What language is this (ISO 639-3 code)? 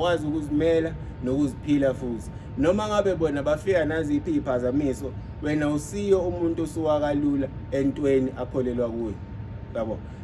zul